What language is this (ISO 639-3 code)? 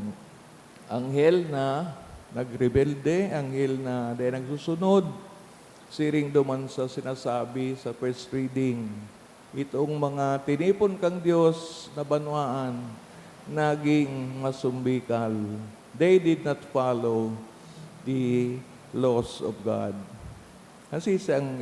bik